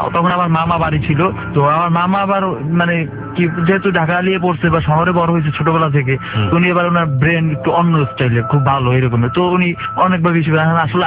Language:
Bangla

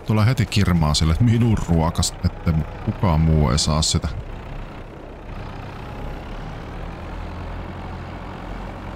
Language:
Finnish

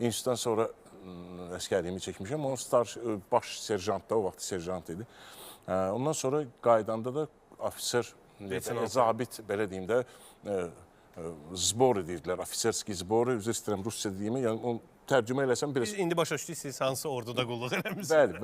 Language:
Azerbaijani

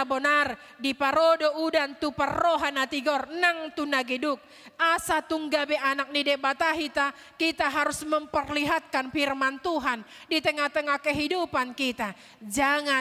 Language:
Batak Toba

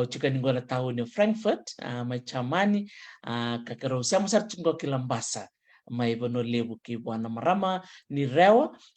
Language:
Fijian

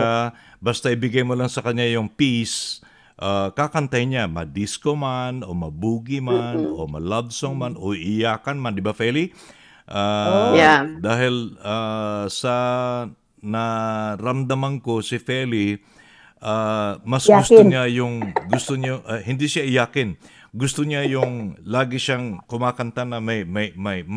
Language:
Filipino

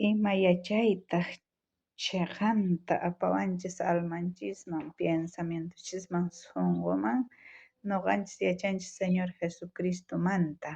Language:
South Bolivian Quechua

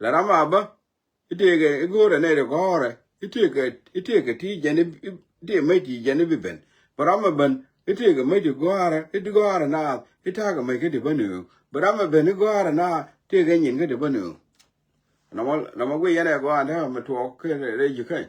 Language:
Nuer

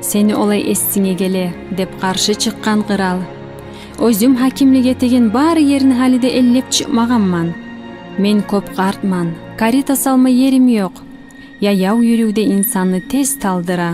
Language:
Kumyk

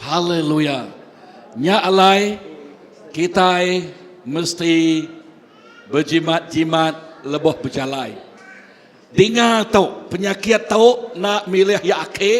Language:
Iban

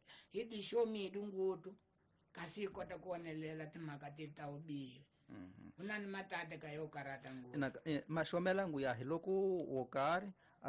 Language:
Tsonga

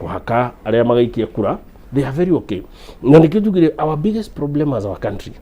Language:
Kikuyu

